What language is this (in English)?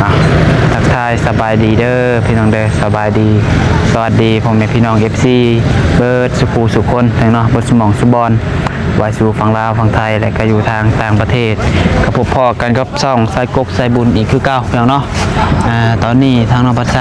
Lao